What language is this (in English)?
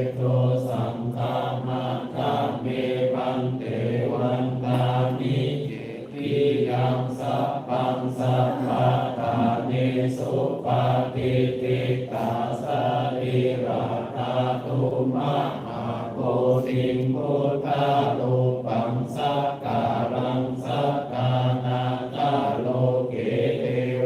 Pali